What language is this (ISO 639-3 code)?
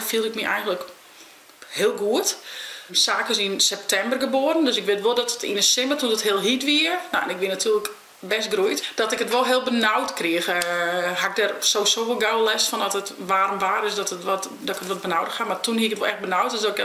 fry